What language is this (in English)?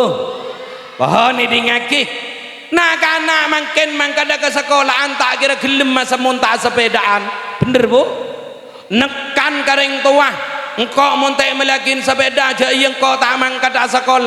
Madurese